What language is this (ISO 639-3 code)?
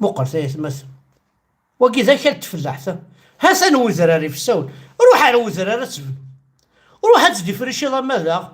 kab